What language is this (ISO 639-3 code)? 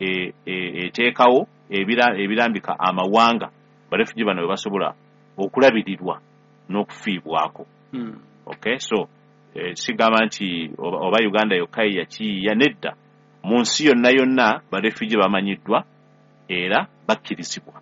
lug